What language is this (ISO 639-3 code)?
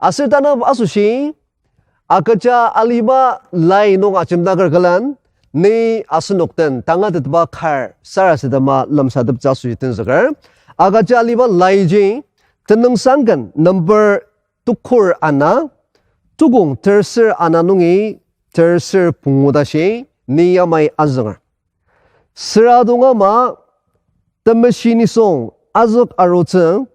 njo